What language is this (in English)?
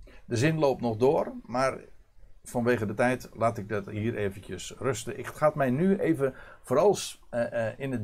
Dutch